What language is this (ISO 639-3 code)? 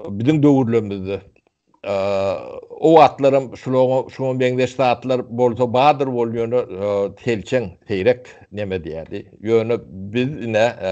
tuk